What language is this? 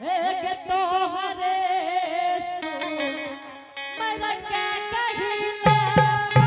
Angika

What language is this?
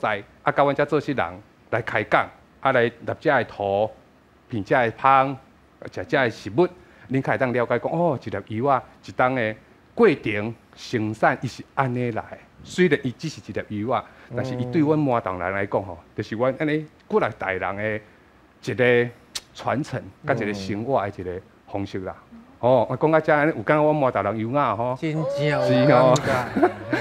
Min Nan Chinese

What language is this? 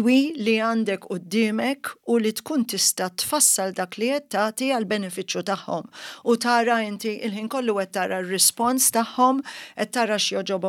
Maltese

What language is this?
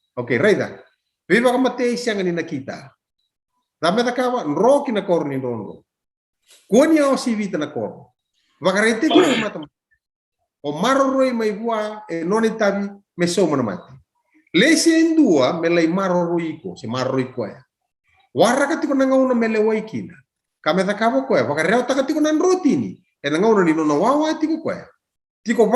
Fijian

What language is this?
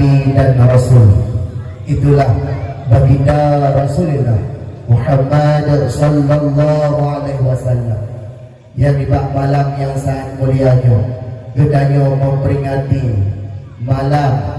Achinese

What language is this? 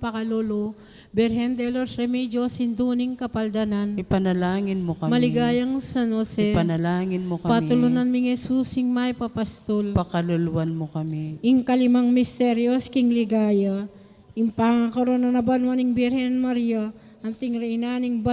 Pampanga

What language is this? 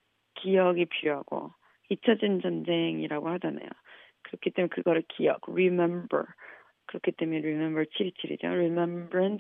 Korean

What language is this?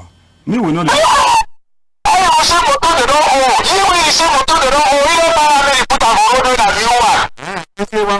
Cameroon Pidgin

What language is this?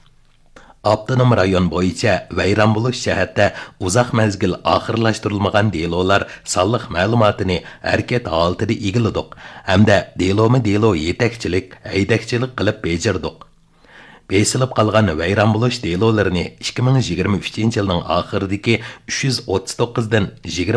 Uyghur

